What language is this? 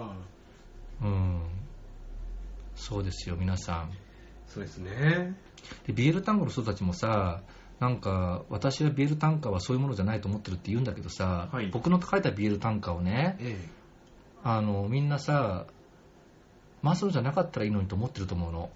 Japanese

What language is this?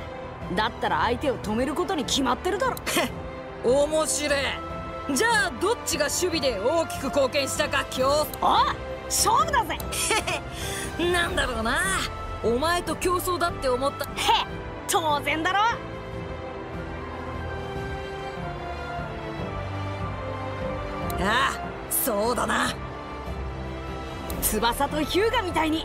Japanese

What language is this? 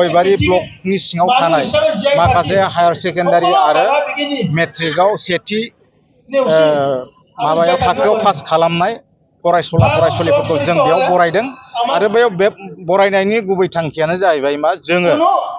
Bodo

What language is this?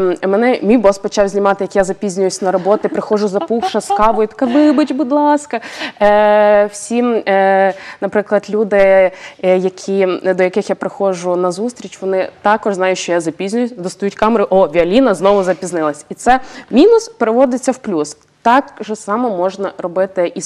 Ukrainian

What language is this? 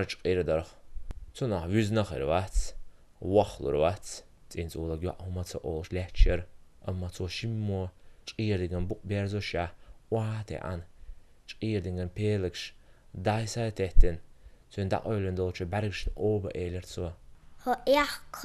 Chechen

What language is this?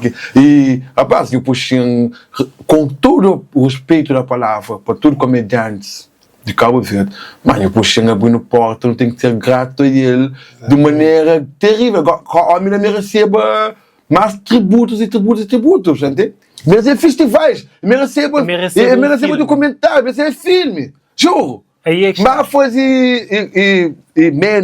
Kabuverdianu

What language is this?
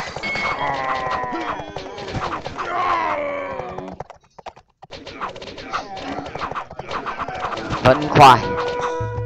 Vietnamese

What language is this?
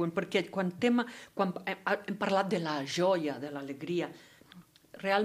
Catalan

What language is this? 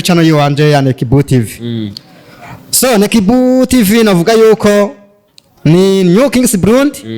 Rundi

